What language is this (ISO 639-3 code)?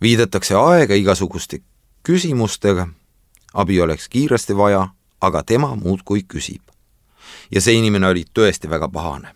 est